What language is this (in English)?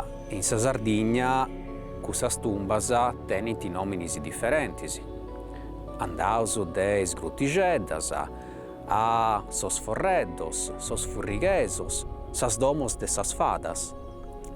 Sardinian